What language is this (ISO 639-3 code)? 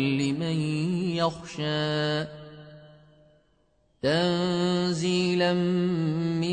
ara